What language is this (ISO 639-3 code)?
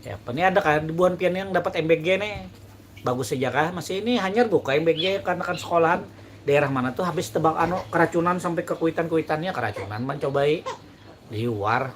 bjn